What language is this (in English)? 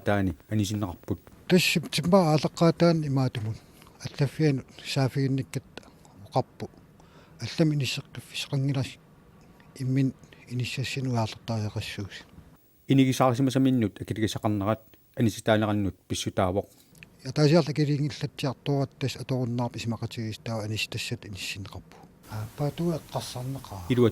Kalaallisut